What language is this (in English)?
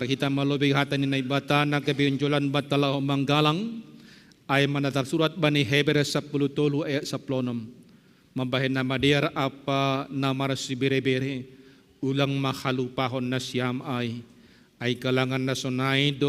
Batak Simalungun